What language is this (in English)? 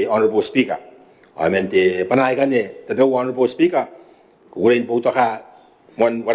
Gilbertese